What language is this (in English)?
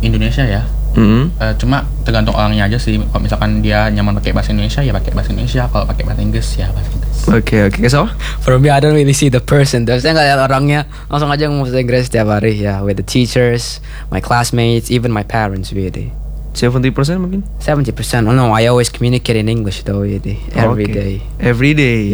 Indonesian